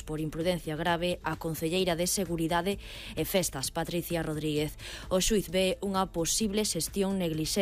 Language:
Galician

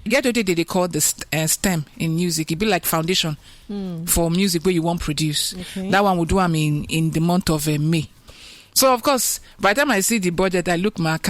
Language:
Nigerian Pidgin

